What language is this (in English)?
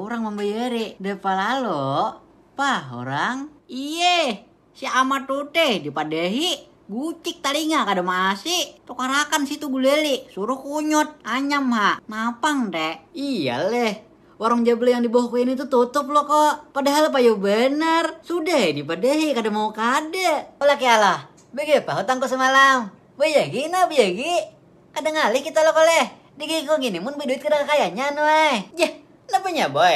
Banjar